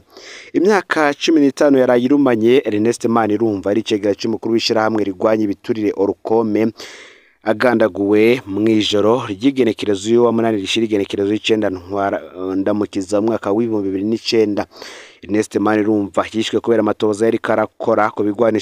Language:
Rundi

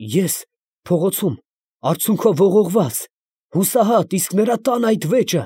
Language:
Armenian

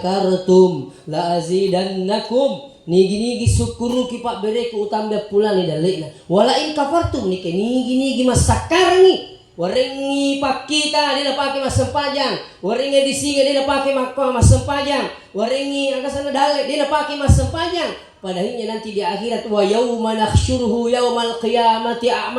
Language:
Buginese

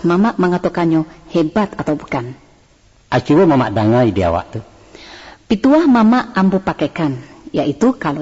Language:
Minangkabau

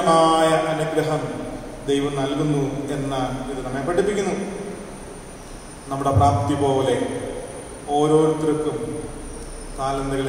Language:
Malayalam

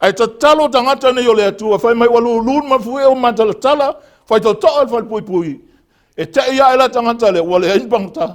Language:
Samoan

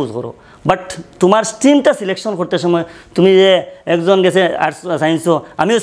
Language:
Sylheti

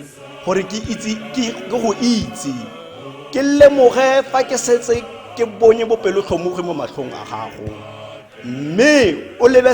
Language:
Tswana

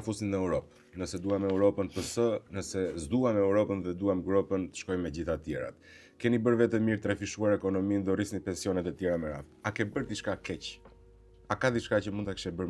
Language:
Albanian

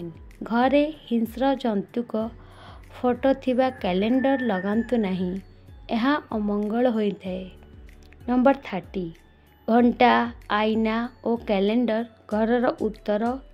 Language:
Odia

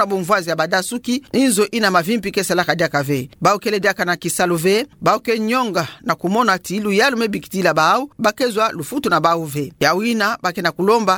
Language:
Kituba (Democratic Republic of Congo)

